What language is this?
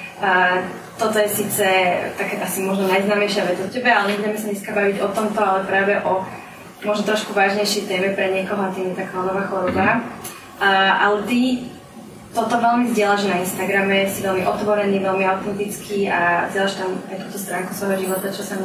Slovak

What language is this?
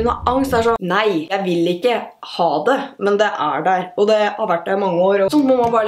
Norwegian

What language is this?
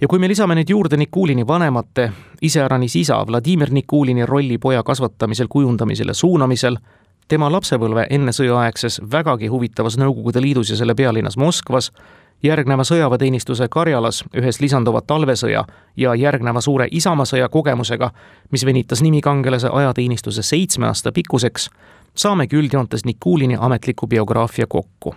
Estonian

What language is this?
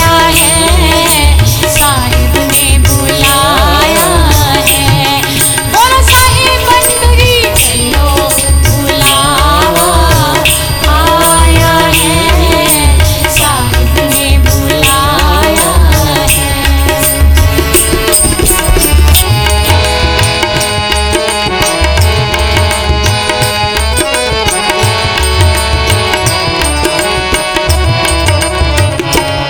Hindi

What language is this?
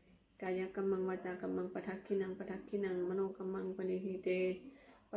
Pali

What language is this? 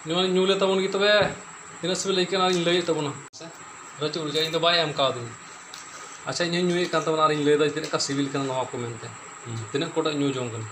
Santali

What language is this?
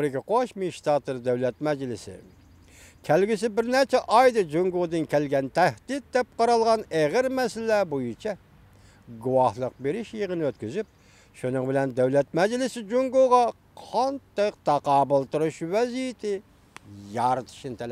Uyghur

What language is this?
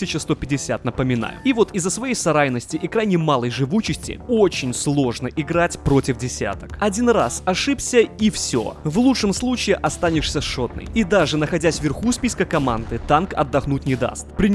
Russian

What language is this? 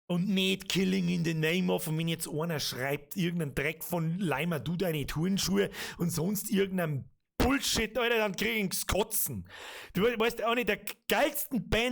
Bavarian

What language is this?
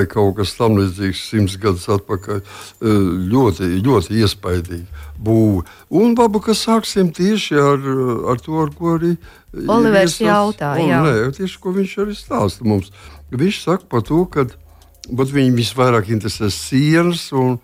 Latvian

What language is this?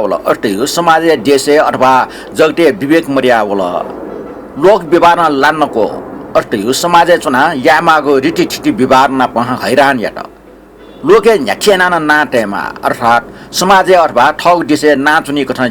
Newari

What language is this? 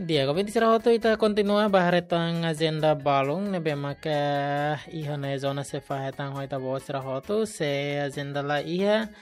Tetum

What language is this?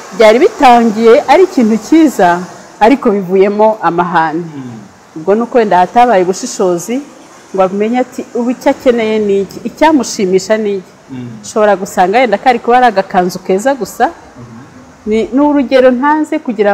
Kinyarwanda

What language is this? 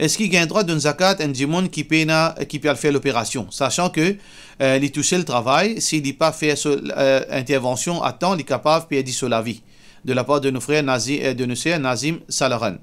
Morisyen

